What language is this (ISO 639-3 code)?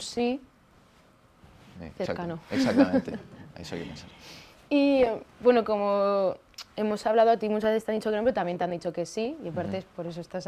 spa